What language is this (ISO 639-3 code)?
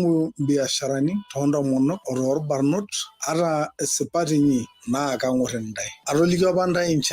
mas